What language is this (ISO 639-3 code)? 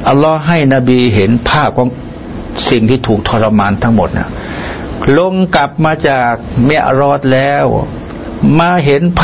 tha